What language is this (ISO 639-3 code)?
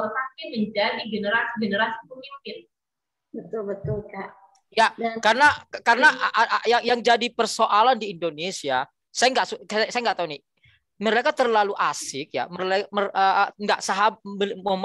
ind